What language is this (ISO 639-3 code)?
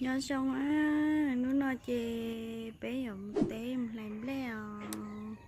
hmn